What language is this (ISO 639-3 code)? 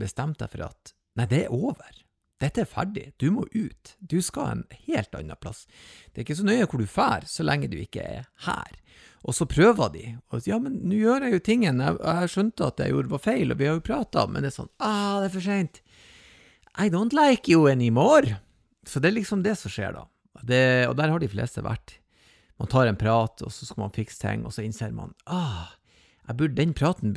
nor